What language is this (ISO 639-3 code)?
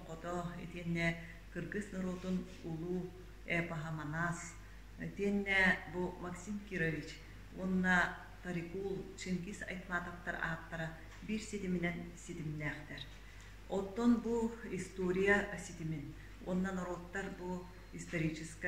sah